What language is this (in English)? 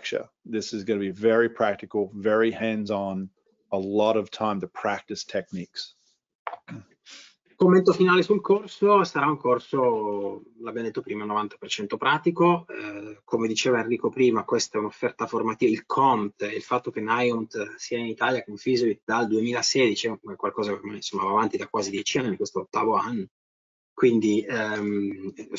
Italian